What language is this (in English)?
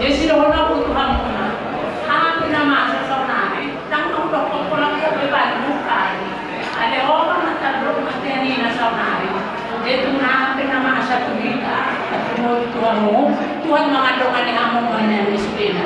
Batak Toba